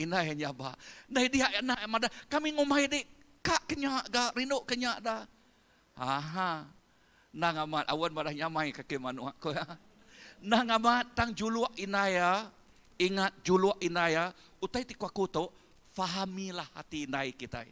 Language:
Iban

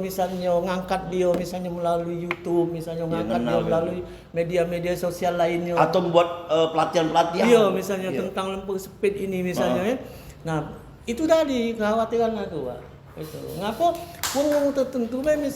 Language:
Musi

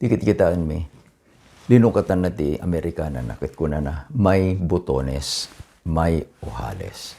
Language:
Iloko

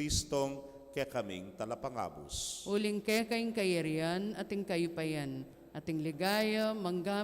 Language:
Pampanga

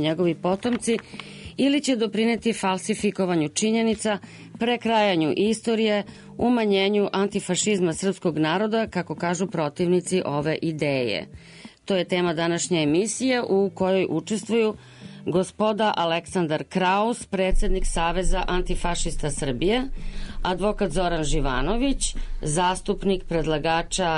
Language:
Serbian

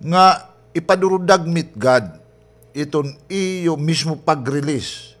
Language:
Waray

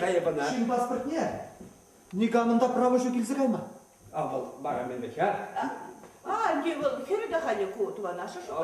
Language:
Chuvash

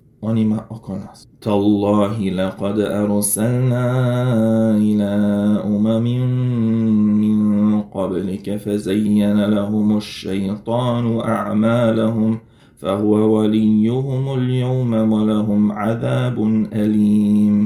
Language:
Bosnian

